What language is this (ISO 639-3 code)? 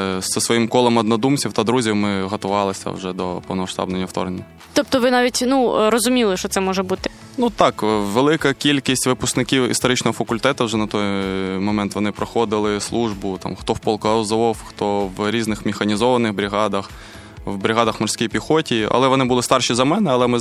ukr